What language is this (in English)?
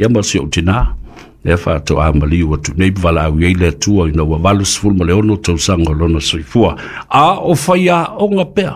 Samoan